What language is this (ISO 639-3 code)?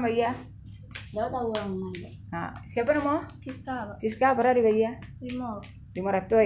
min